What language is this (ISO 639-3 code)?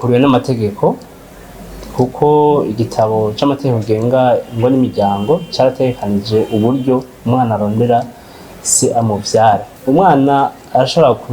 run